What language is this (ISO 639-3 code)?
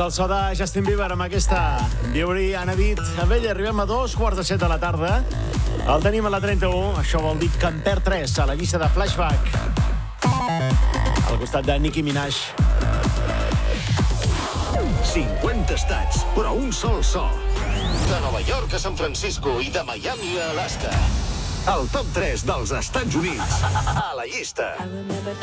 cat